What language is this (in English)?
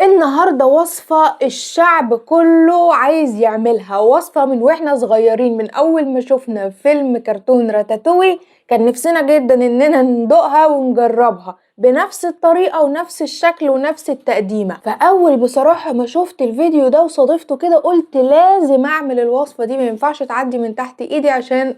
Egyptian Arabic